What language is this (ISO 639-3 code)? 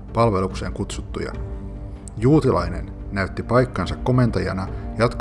fin